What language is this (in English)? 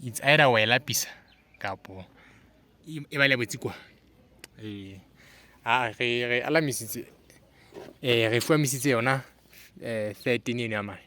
Southern Sotho